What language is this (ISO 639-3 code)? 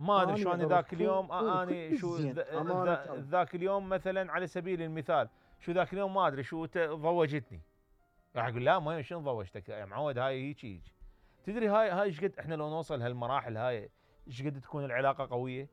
acm